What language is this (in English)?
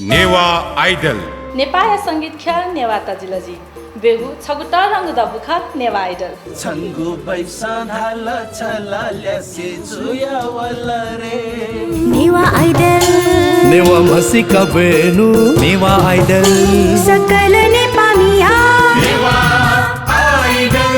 Newari